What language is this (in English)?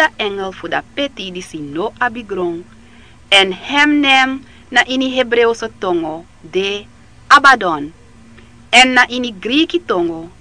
Sranan Tongo